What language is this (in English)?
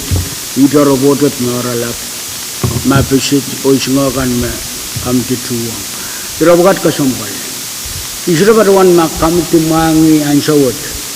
Pohnpeian